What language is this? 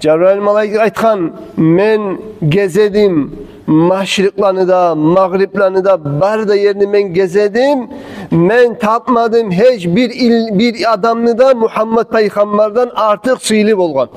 Kumyk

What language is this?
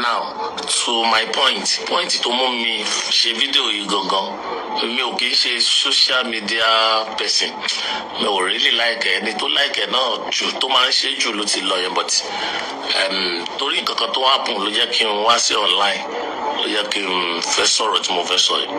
Yoruba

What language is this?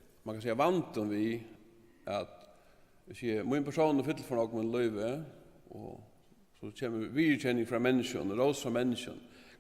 Faroese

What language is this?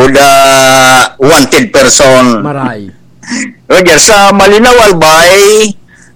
Bikol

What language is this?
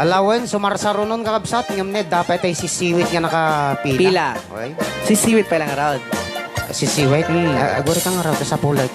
Iloko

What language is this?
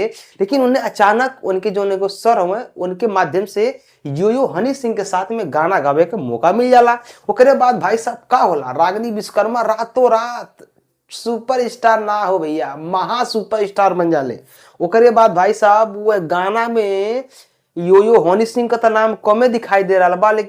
Bhojpuri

